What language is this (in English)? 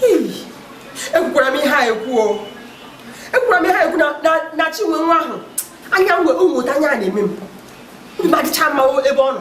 Igbo